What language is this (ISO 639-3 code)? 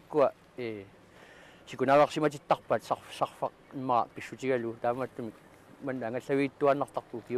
kal